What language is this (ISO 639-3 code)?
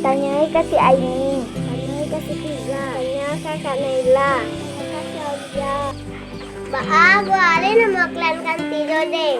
min